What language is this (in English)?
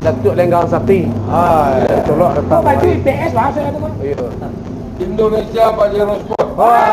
Minangkabau